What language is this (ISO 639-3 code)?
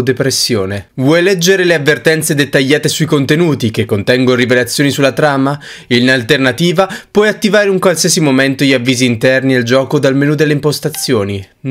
ita